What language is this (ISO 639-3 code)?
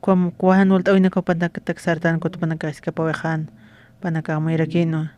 aym